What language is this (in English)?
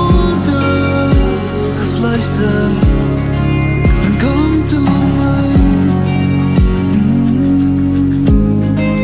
Afrikaans